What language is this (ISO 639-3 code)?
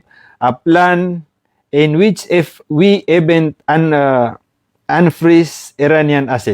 mrw